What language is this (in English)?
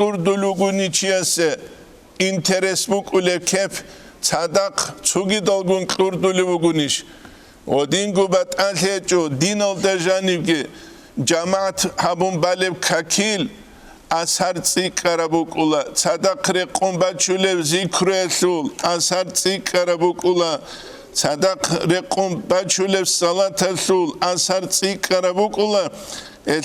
Avaric